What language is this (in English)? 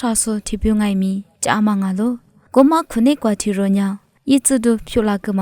Lisu